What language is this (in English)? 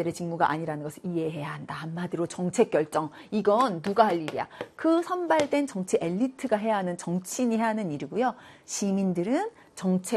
Korean